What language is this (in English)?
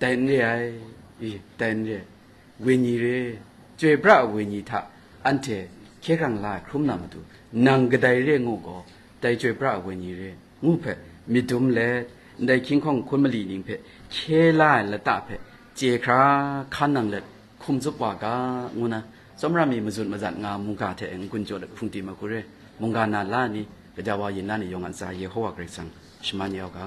Kachin